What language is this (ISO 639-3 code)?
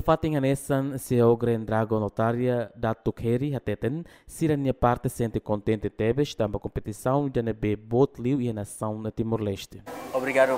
tet